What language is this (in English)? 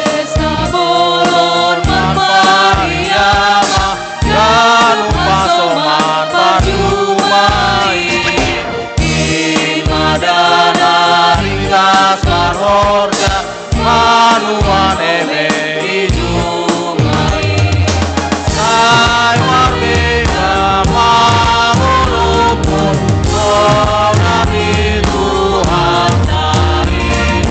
Batak Simalungun